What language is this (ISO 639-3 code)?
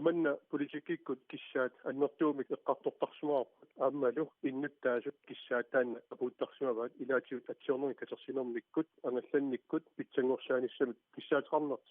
kal